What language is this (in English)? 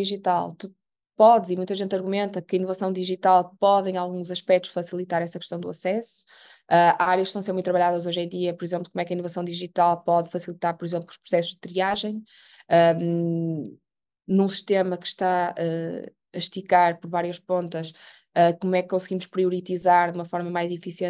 Portuguese